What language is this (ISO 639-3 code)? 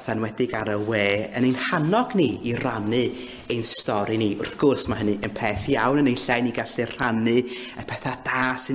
cym